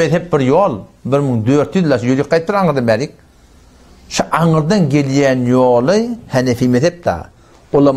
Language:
Turkmen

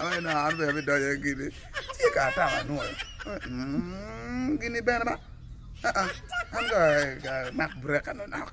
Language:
Acoli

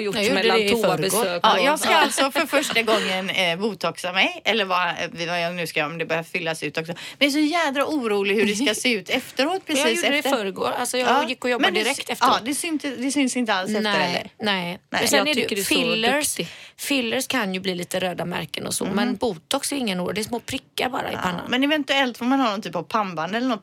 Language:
Swedish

